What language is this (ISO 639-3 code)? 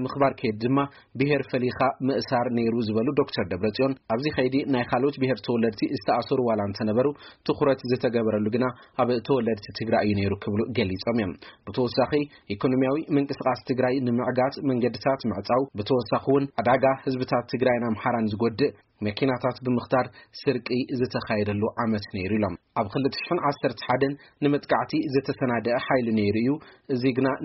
tir